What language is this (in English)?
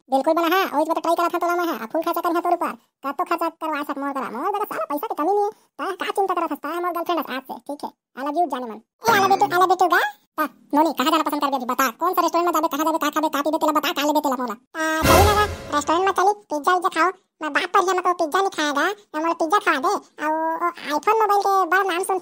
Chhattisgarhi